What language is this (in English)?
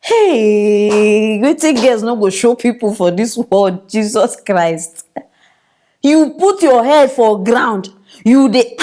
Nigerian Pidgin